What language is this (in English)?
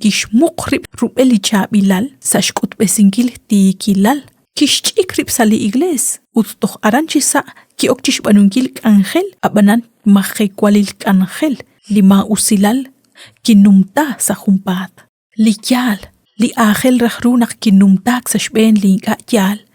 Kekchí